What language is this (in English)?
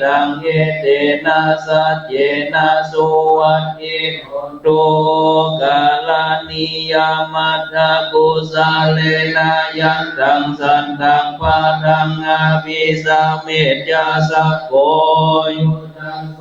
Pali